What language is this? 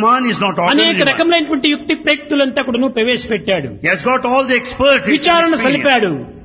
Telugu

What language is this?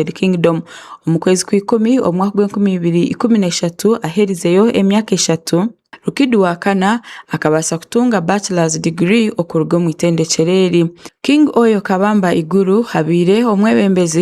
Tooro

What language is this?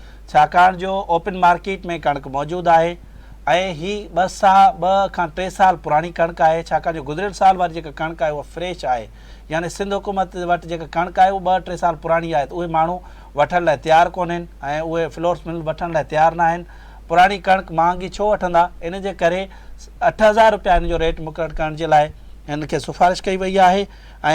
Sindhi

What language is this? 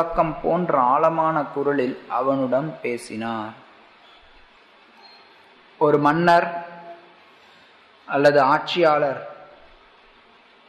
Tamil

